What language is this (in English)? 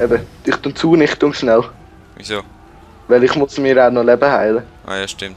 Swiss German